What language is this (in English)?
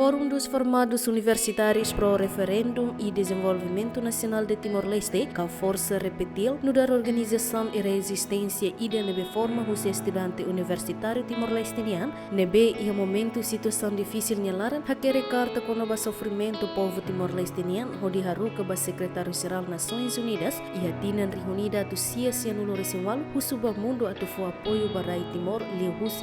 Tetum